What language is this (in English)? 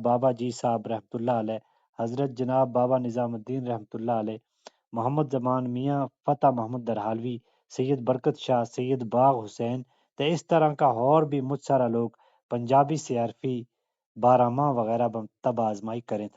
Gujari